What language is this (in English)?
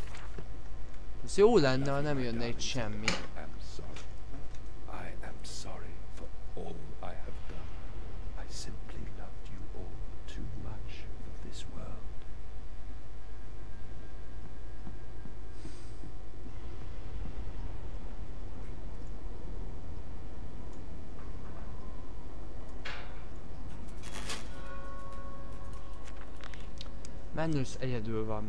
Hungarian